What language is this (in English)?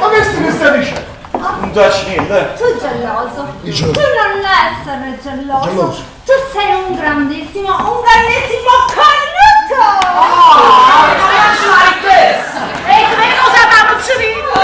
Neapolitan